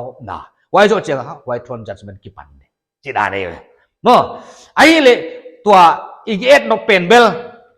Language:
Paite Chin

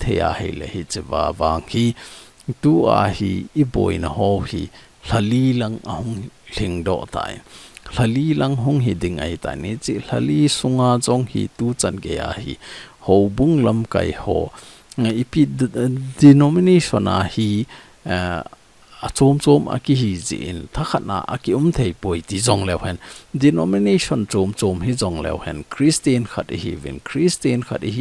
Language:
Thado Chin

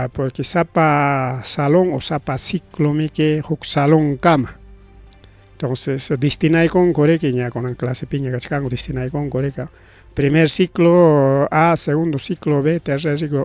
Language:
Ayacucho Quechua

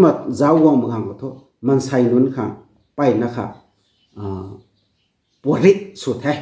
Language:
Rongmei Naga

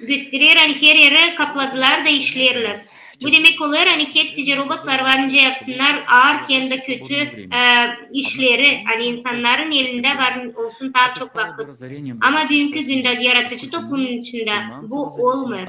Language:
Gagauz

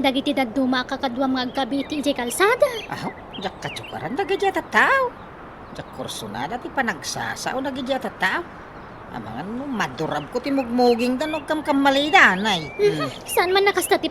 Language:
Iloko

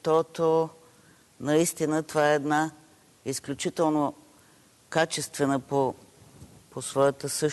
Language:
Bulgarian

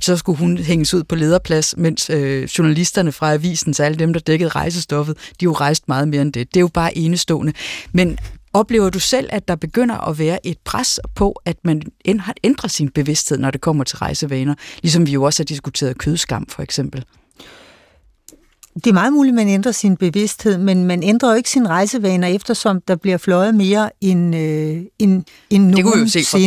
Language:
Danish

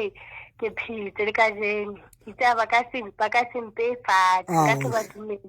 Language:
Southern Sotho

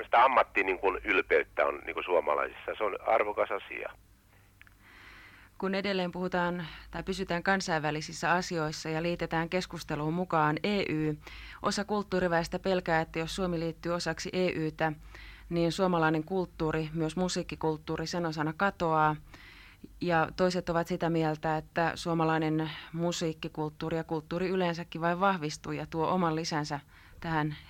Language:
Finnish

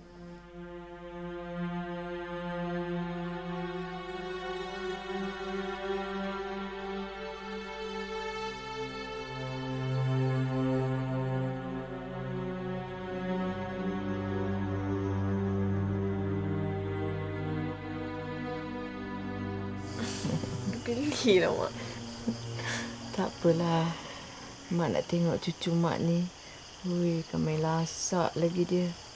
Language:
Malay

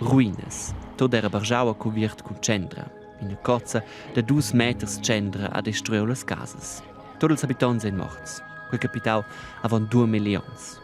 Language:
Romansh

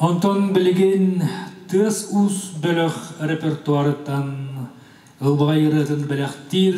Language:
Yakut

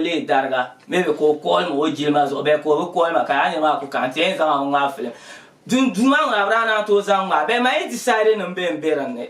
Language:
Dagbani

